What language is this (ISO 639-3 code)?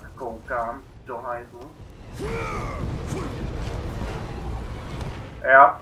ces